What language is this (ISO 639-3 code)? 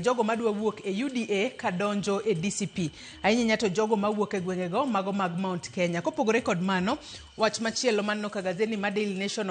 luo